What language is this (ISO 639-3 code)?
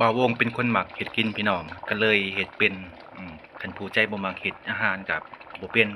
lao